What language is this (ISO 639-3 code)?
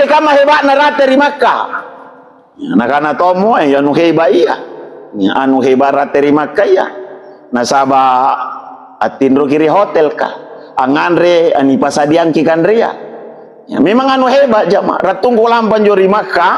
mak